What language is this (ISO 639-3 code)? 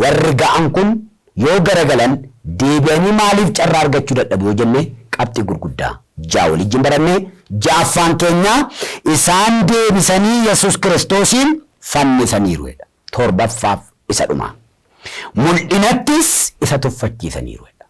orm